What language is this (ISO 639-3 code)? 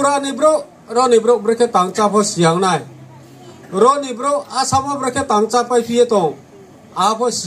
ria